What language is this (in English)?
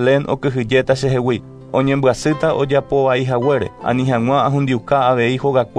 Guarani